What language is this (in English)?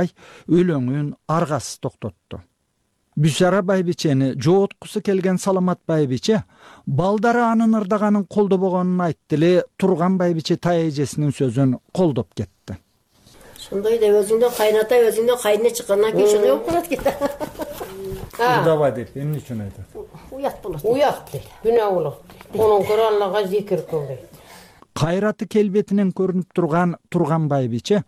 Kyrgyz